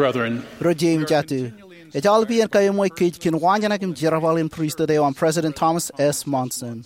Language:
Marshallese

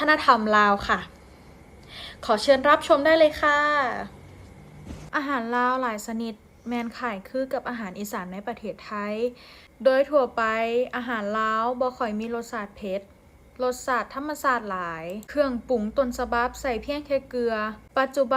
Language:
Lao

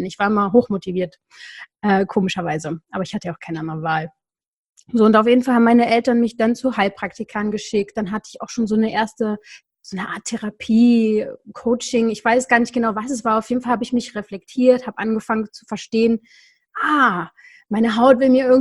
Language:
German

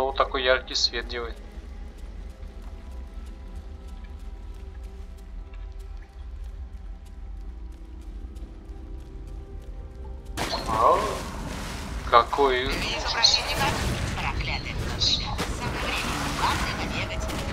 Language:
Russian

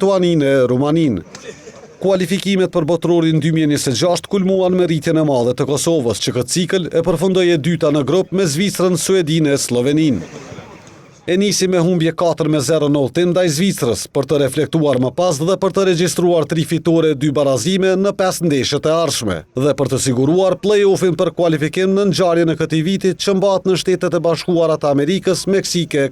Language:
Albanian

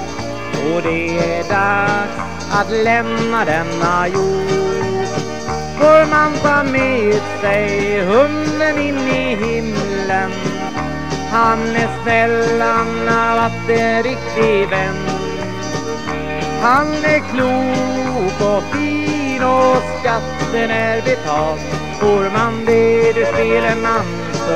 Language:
Swedish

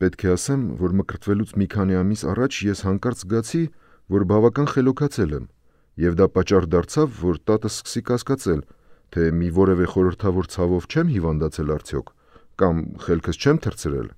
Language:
Armenian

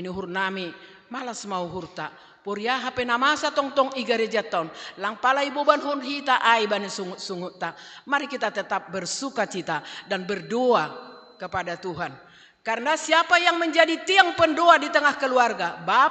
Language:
Batak Simalungun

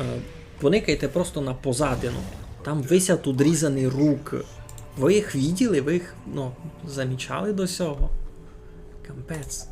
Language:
Rusyn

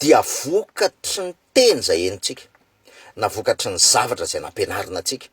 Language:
Malagasy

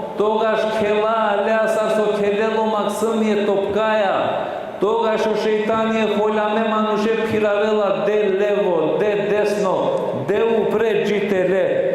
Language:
Balkan Romani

